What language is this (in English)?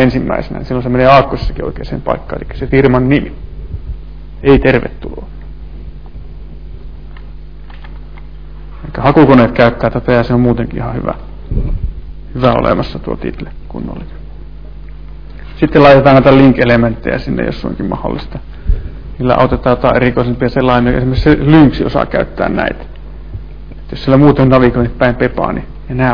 Finnish